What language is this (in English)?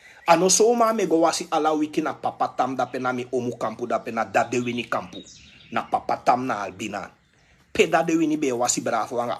Sranan Tongo